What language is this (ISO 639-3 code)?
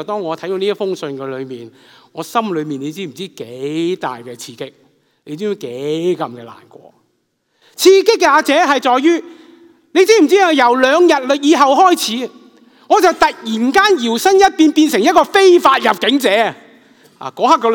yue